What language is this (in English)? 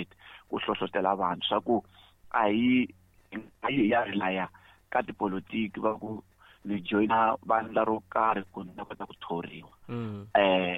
Tsonga